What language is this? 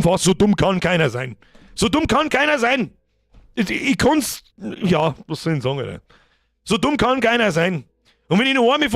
Bavarian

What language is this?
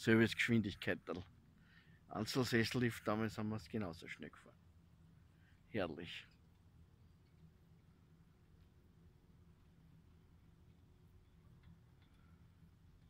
German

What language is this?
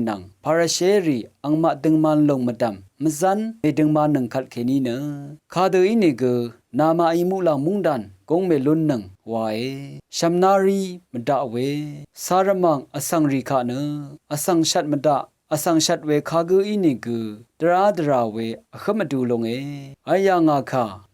Rawang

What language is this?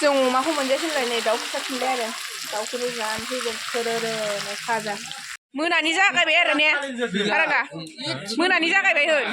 Bodo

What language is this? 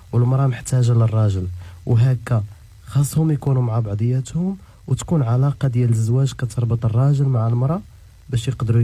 Moroccan Arabic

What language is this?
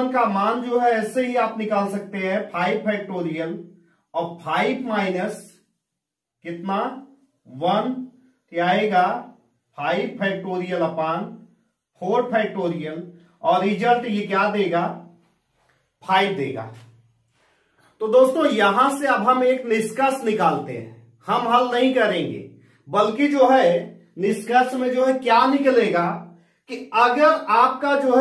Hindi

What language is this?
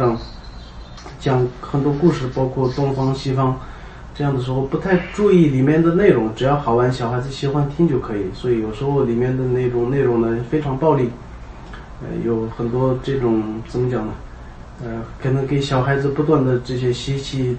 Chinese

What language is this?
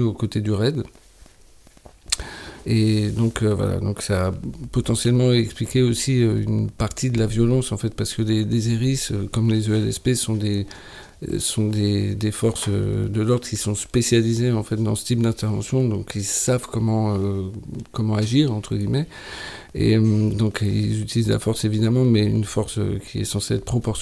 French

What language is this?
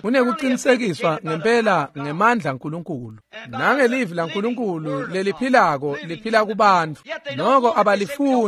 Swati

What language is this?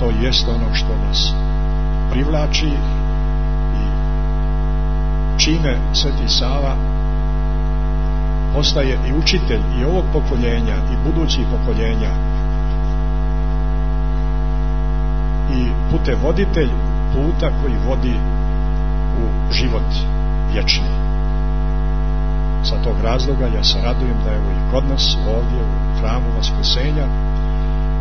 Serbian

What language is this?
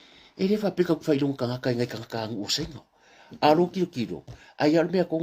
Samoan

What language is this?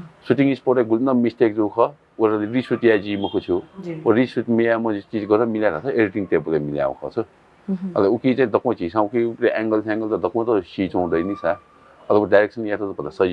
Newari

